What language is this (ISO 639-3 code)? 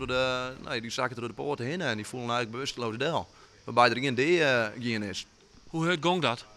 fry